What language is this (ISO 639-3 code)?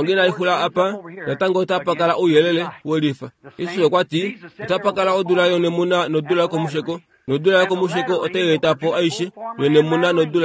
kua